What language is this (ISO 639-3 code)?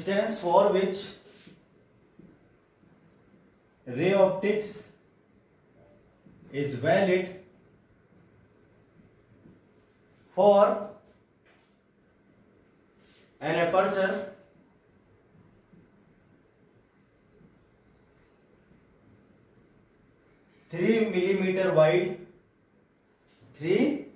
hin